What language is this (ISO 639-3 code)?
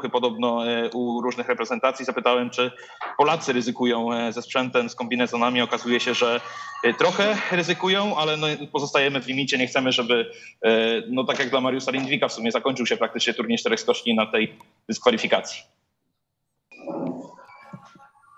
pol